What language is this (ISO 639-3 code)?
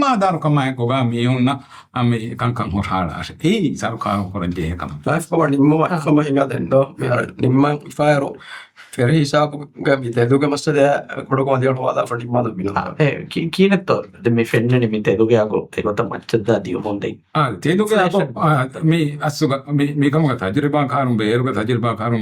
div